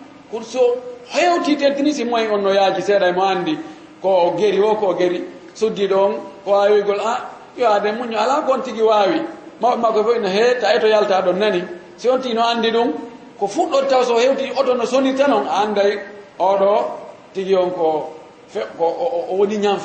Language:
Fula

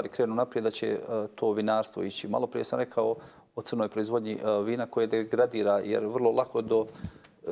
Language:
Bosnian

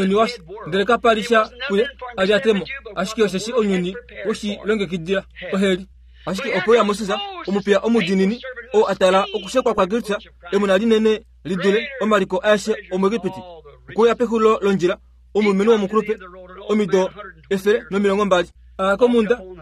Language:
Kuanyama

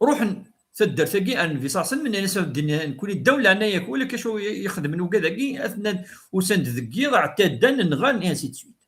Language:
Kabyle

